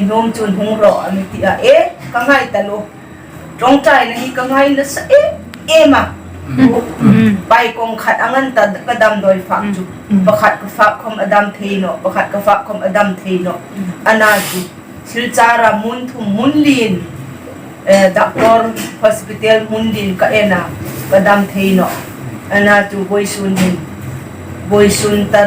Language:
Hmar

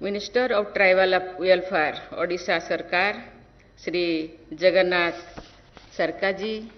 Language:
Santali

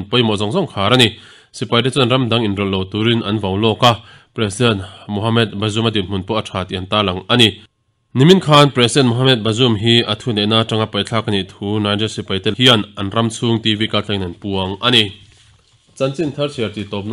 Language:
Mizo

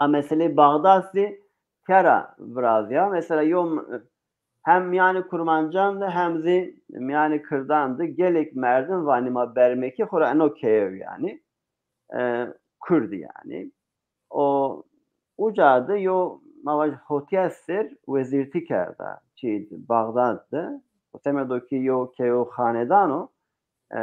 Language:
Zaza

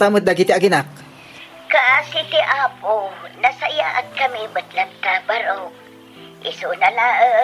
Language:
Iloko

